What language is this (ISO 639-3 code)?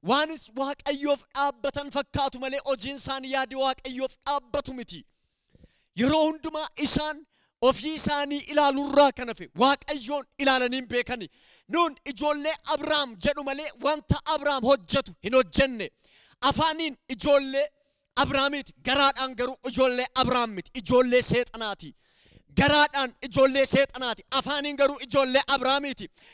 orm